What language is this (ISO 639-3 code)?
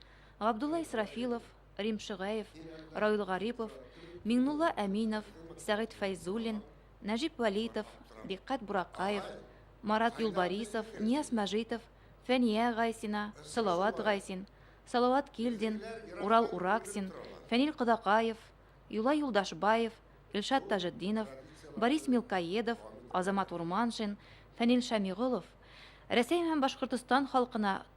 bak